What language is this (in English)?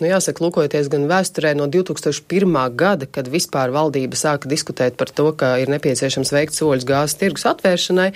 Latvian